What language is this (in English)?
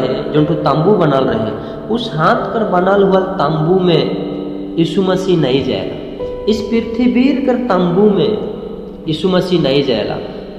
Sadri